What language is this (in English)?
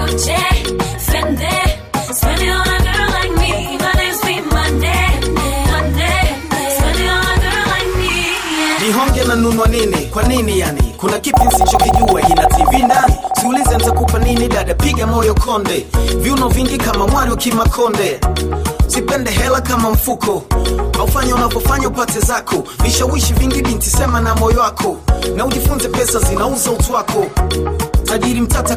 Swahili